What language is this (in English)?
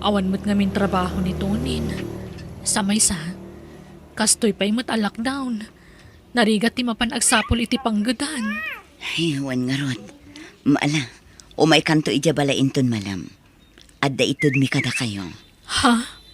Iloko